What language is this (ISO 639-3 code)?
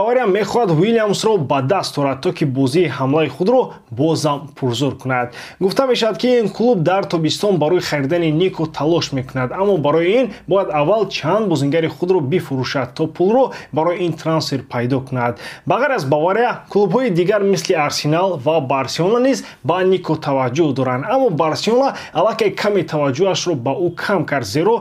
tgk